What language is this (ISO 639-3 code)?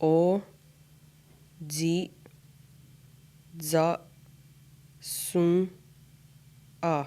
moh